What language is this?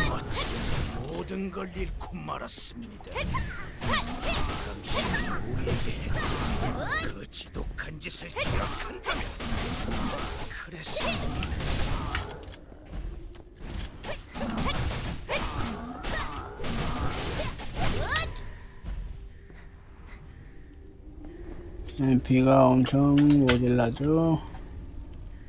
Korean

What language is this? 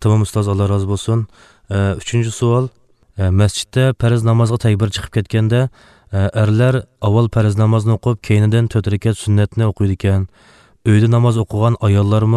Uyghur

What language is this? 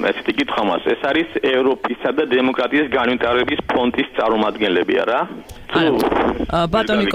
Georgian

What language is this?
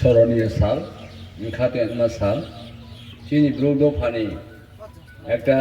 Riang (India)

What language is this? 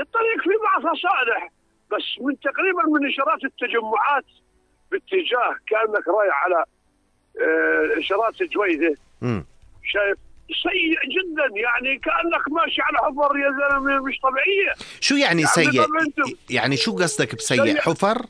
North Levantine Arabic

